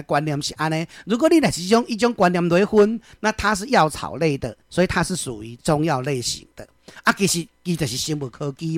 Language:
Min Nan Chinese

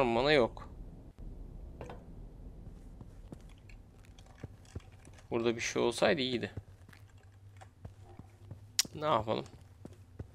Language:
Turkish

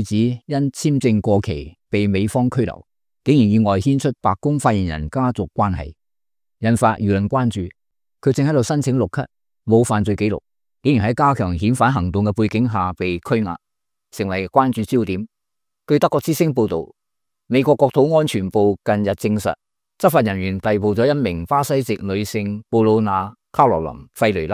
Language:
Cantonese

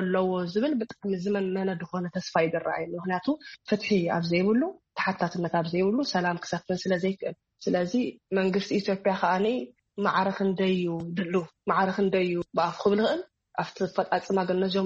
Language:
Tigrinya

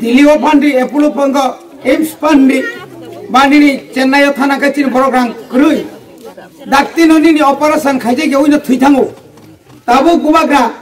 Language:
Kok Borok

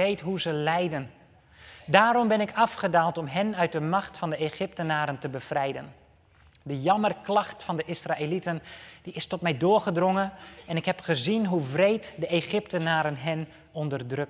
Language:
Dutch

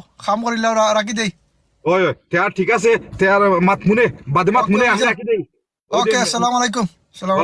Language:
Sylheti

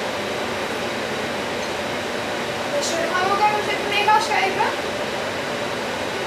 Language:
Dutch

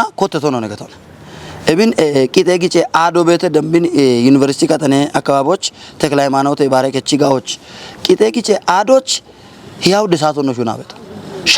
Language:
Kafa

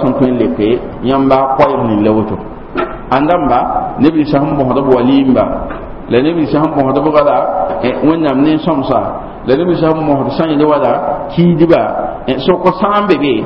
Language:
Mossi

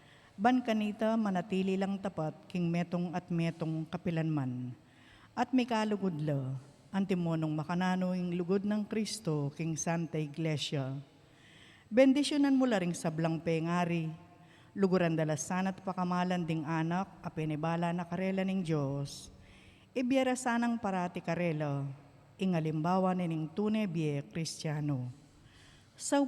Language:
Pampanga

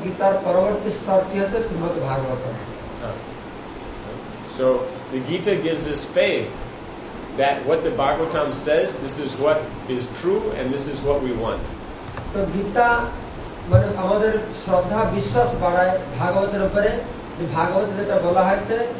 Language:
Bangla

